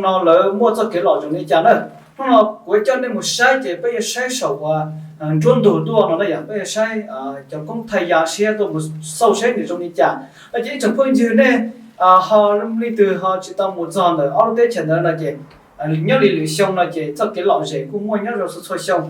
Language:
Hmong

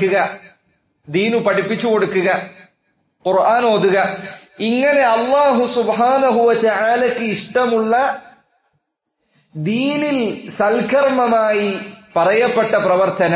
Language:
Malayalam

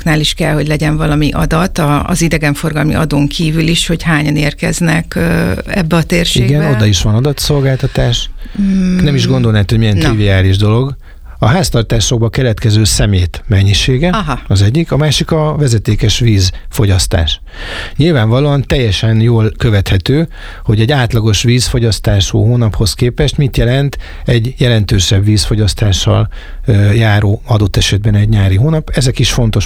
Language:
Hungarian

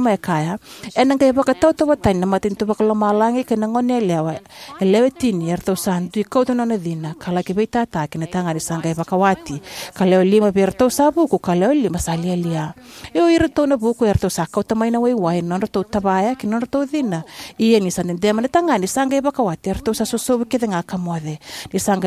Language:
Fijian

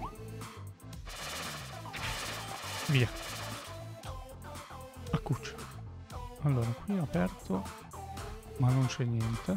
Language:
Italian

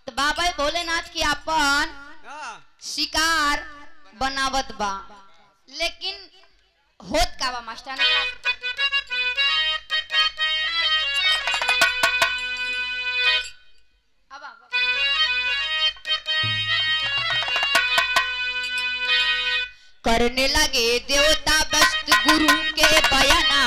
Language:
Bhojpuri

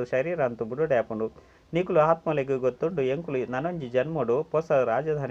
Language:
Tulu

